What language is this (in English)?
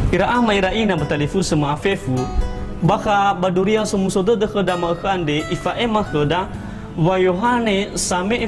Nias